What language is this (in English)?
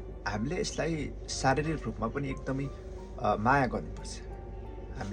Nepali